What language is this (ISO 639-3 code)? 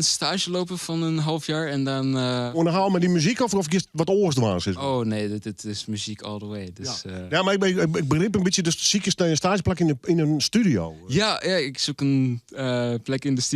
fry